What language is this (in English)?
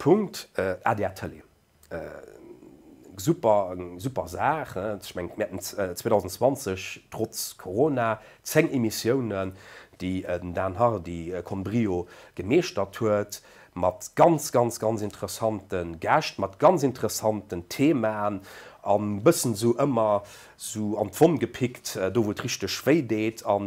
Luxembourgish